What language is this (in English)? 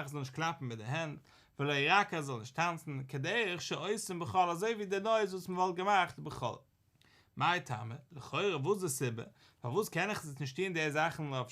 Yiddish